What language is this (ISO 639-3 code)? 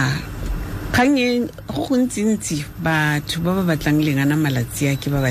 tsn